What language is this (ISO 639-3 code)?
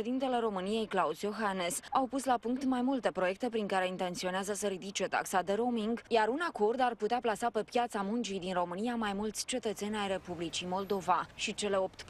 ron